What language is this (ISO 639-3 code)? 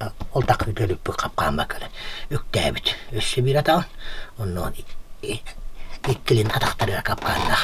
sah